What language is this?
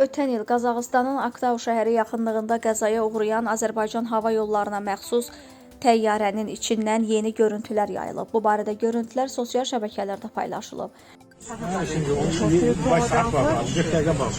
Azerbaijani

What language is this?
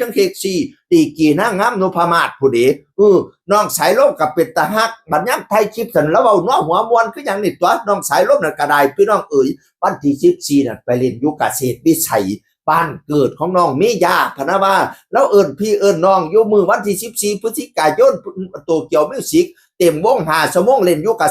Northeastern Thai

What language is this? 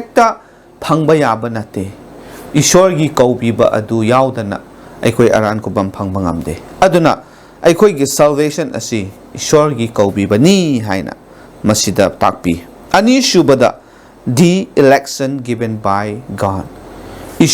Manipuri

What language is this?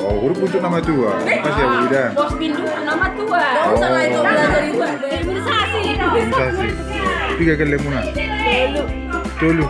Batak Toba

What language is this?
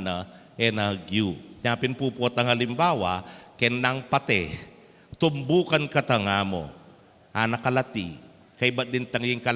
Pampanga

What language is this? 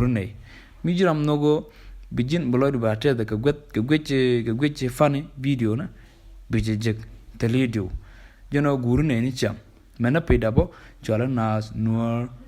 Nuer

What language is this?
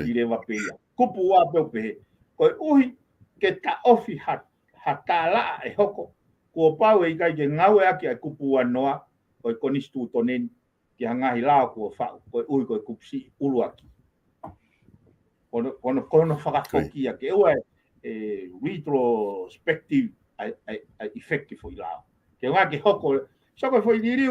Tongan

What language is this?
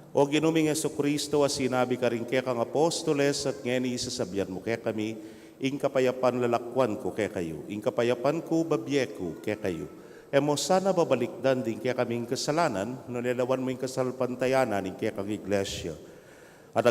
Pampanga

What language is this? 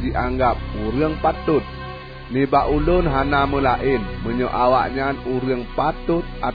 Achinese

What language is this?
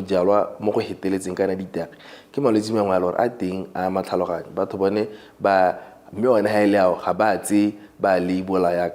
Tswana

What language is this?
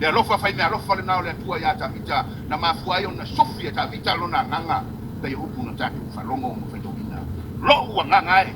Samoan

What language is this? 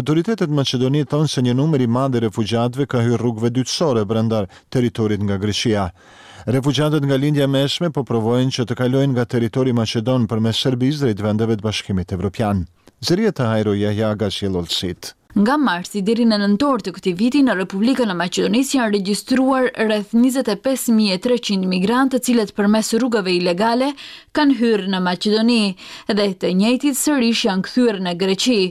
Albanian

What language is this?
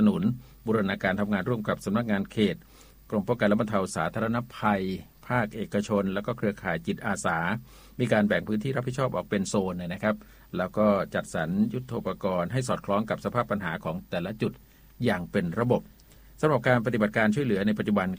Thai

